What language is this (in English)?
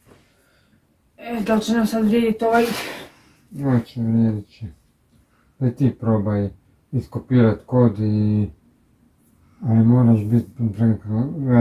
Croatian